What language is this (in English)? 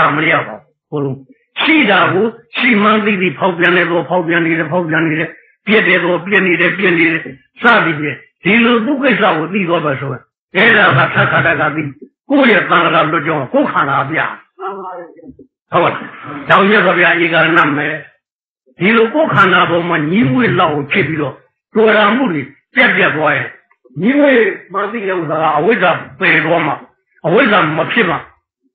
Burmese